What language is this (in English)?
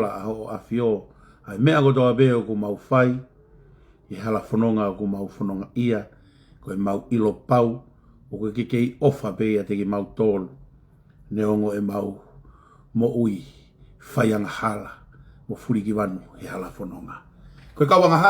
Tongan